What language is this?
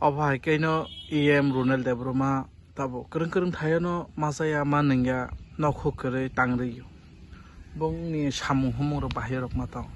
Kok Borok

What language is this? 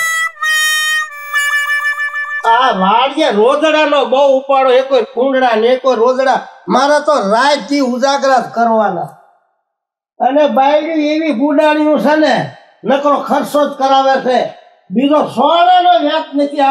Gujarati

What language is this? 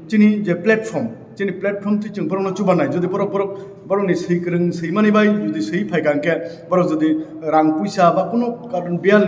Kok Borok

